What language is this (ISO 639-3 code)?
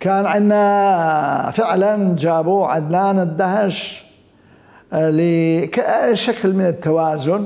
acm